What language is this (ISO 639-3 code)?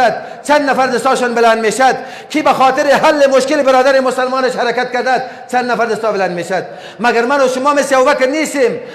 fas